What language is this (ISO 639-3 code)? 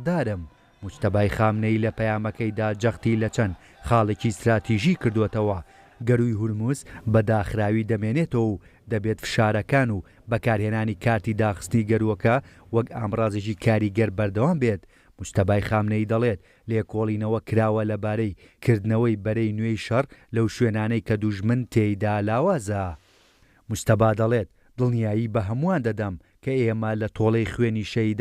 ckb